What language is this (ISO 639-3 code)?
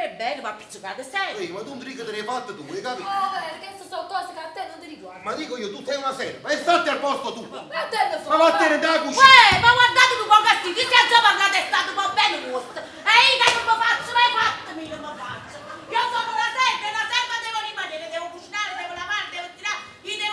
nap